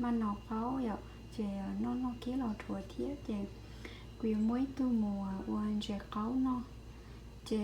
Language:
Hmong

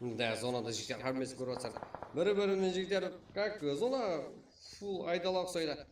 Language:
Kara-Kalpak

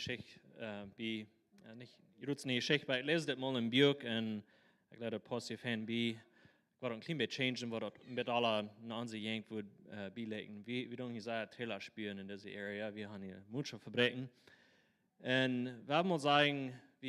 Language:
Plautdietsch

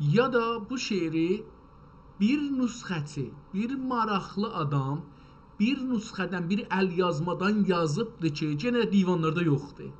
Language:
South Azerbaijani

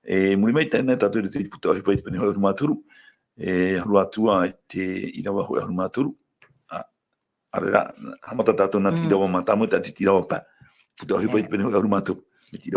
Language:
Tahitian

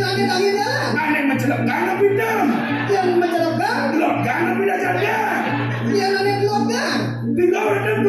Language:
Balinese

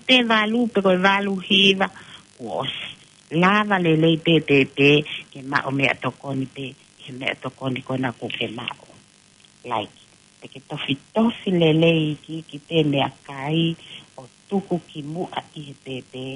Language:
Tongan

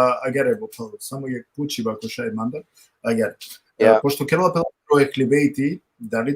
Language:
Balkan Romani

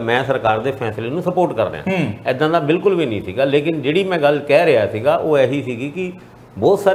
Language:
Punjabi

